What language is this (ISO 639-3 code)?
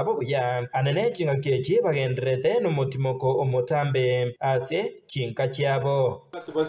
guz